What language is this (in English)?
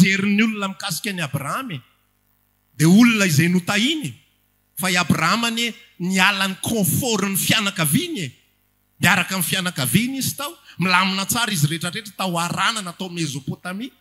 Malagasy